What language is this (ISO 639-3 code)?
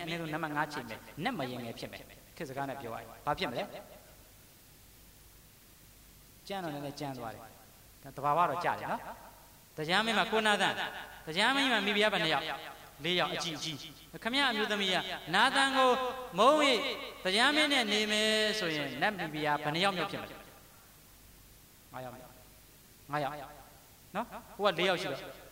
mya